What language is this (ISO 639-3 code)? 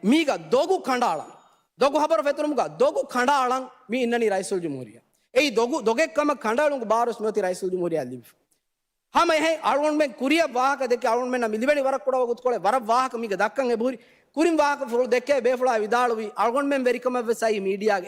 div